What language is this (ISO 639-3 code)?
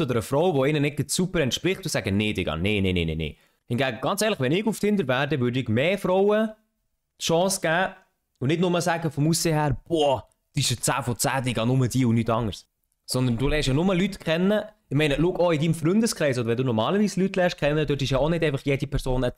gsw